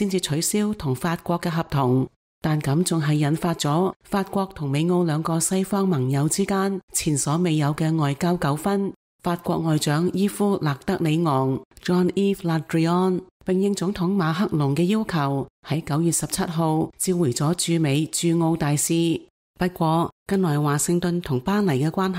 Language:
Cantonese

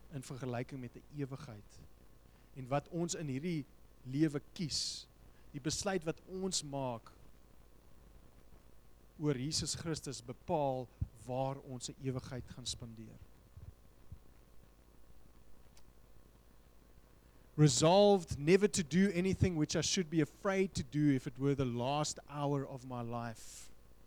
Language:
Afrikaans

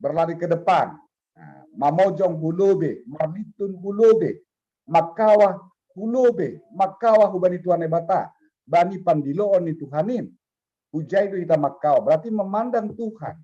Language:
Batak Simalungun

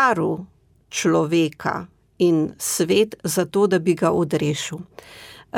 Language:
Slovenian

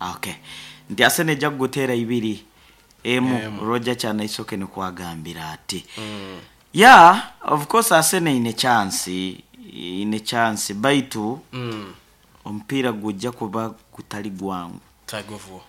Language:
Nyoro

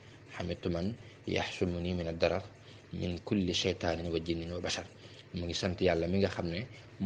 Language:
Wolof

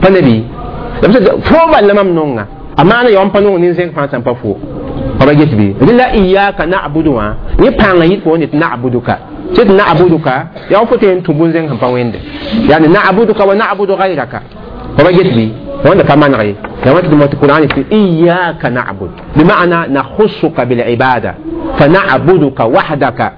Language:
Mossi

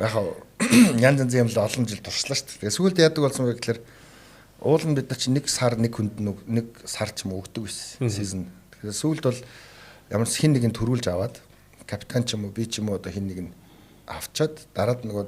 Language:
Mongolian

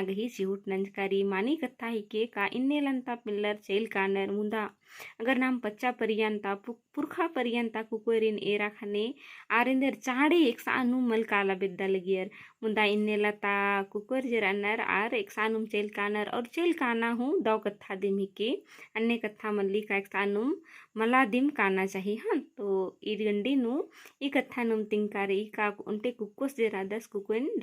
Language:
Kurukh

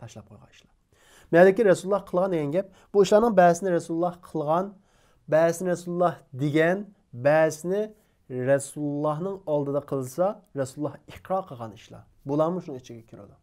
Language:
Uyghur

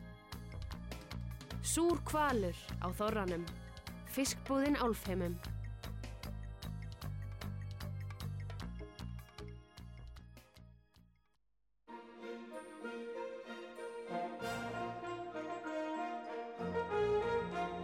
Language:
Icelandic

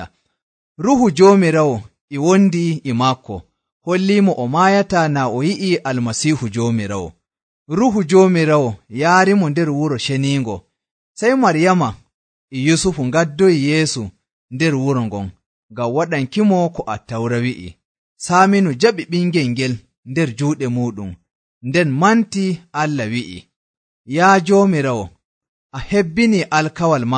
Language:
Nigerian Fulfulde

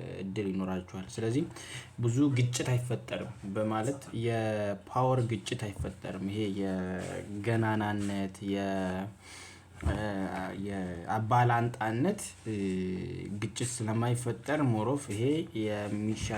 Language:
Amharic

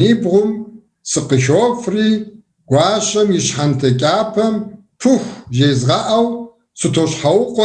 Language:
Kabardian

